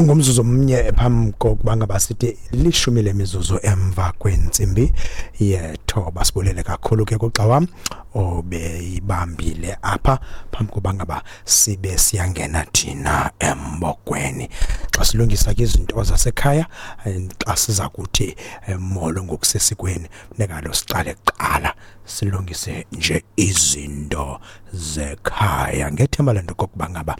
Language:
Xhosa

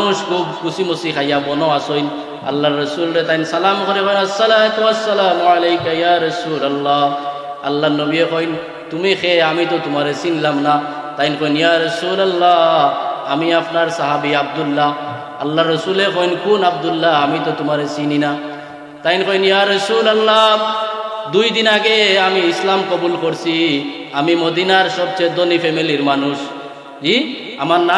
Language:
Sylheti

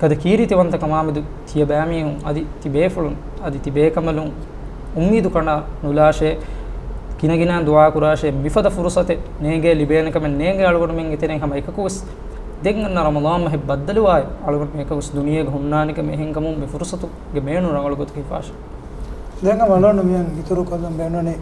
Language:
Divehi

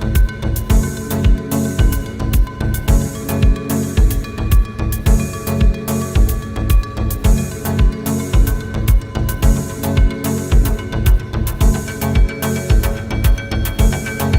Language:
Tangkhul Naga (India)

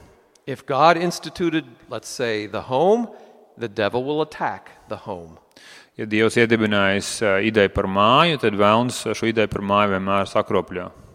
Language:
Latvian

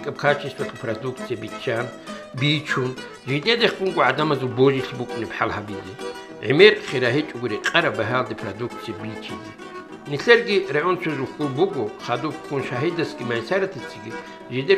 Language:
Avaric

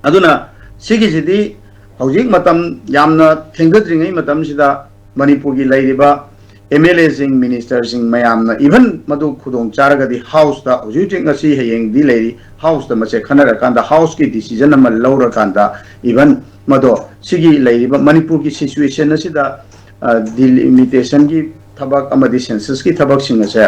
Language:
Manipuri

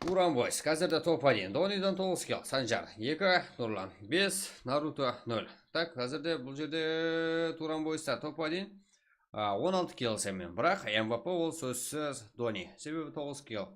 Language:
Kara-Kalpak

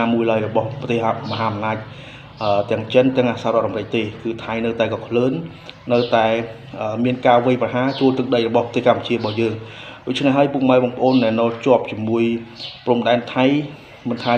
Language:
Khmer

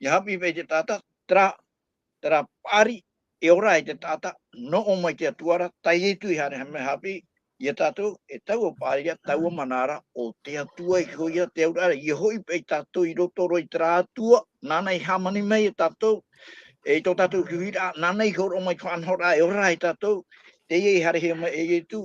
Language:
Tahitian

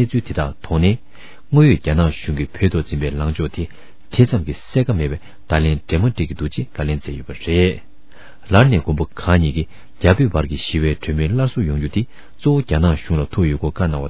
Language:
Tibetan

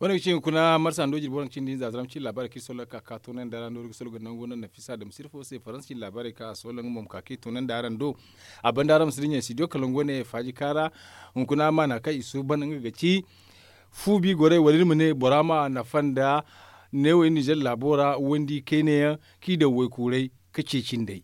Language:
Zarma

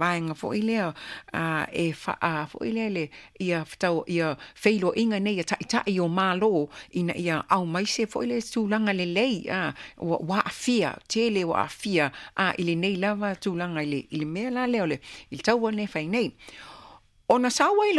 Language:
Samoan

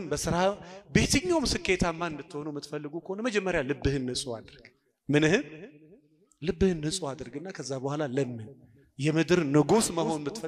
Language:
Amharic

